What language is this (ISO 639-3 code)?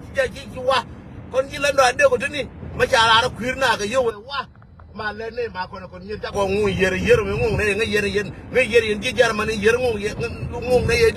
nus